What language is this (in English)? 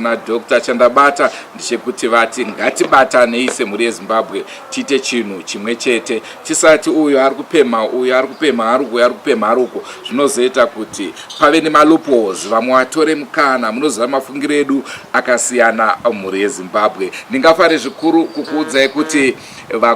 Shona